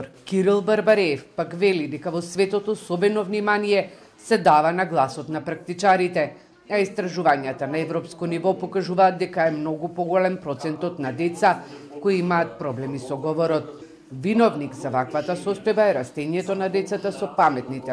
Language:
Macedonian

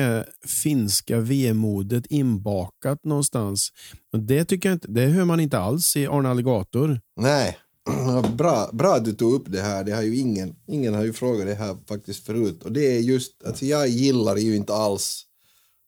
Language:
Swedish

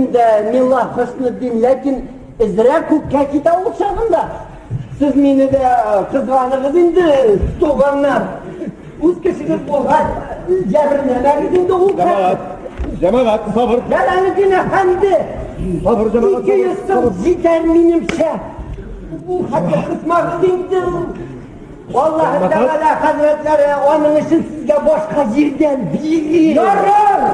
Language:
Tatar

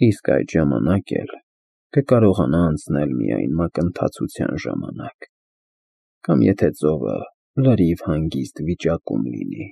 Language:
Armenian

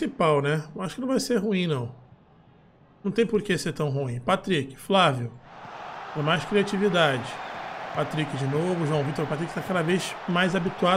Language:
Portuguese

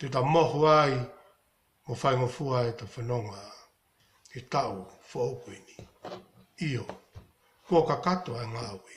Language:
Tongan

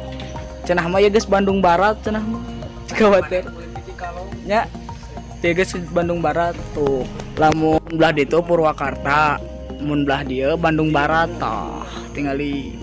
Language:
Sundanese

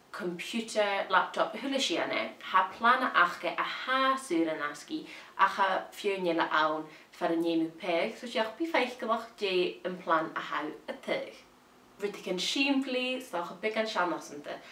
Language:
Scottish Gaelic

